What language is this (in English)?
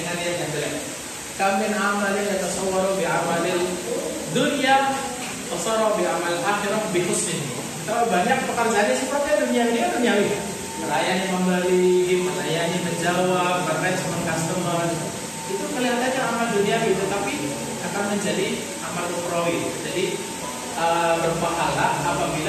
Indonesian